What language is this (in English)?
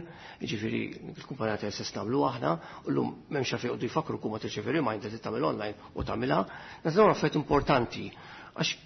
Maltese